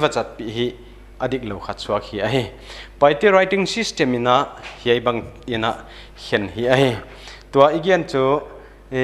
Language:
Paite Chin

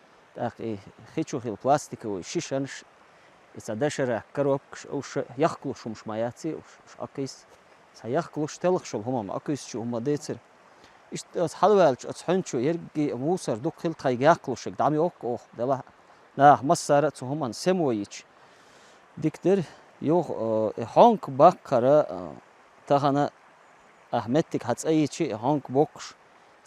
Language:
Chechen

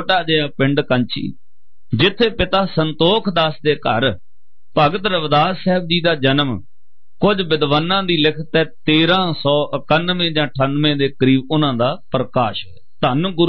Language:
Punjabi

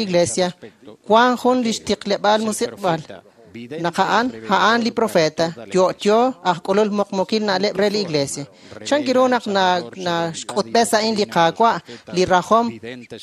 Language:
Kekchí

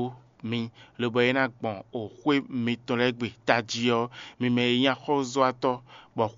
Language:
Fon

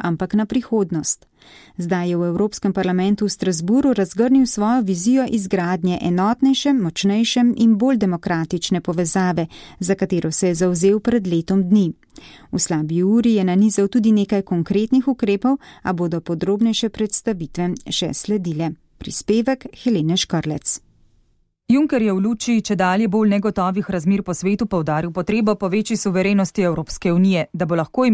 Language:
Slovenian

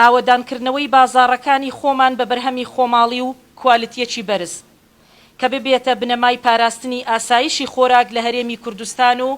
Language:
Central Kurdish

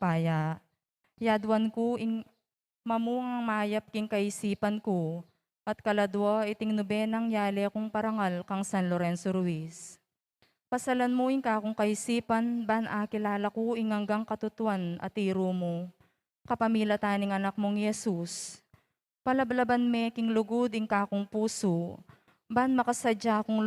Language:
Pampanga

